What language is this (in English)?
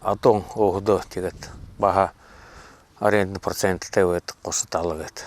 Buriat